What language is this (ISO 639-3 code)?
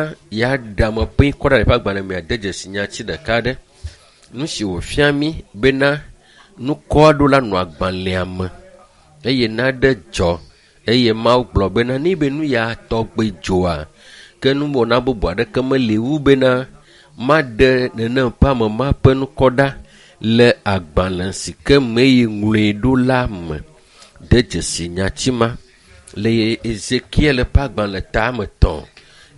ewe